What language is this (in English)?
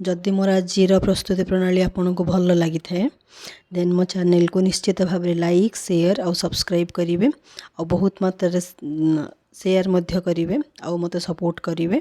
Odia